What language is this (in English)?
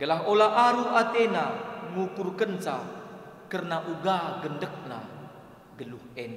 Batak Karo